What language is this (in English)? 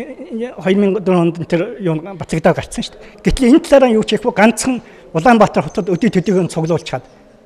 Mongolian